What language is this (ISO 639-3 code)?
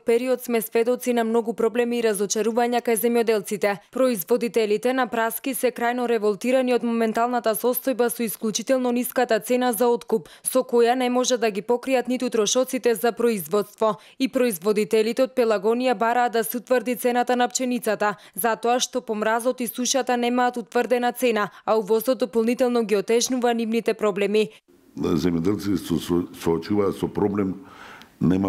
mkd